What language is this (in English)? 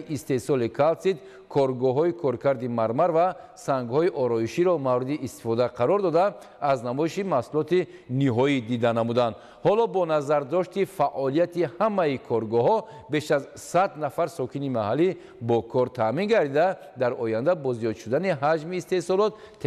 Tajik